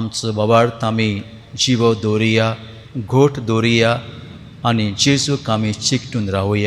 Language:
Konkani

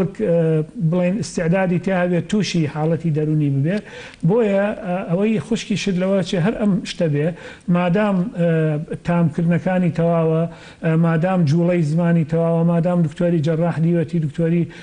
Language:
Central Kurdish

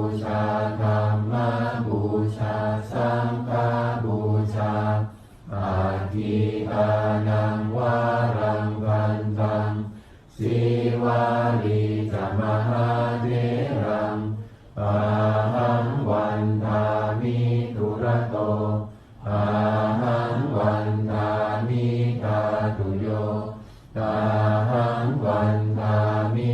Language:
Pali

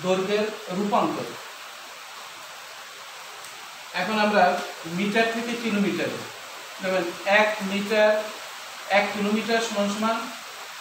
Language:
Bangla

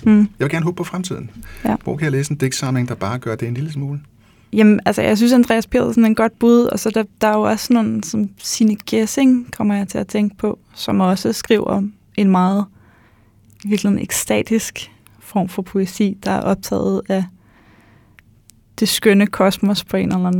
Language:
Danish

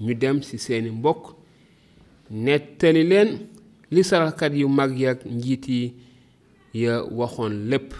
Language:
Wolof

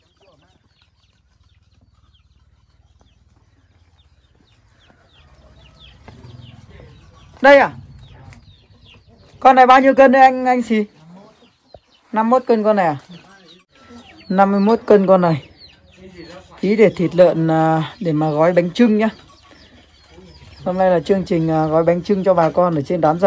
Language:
Vietnamese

